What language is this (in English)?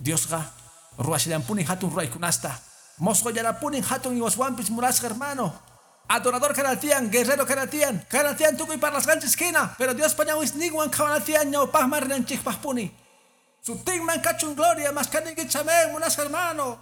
Quechua